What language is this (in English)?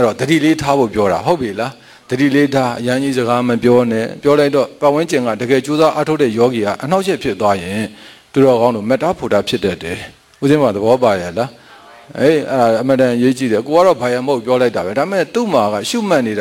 Burmese